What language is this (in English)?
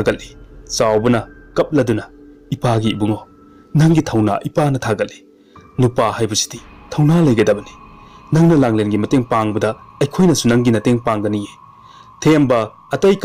Manipuri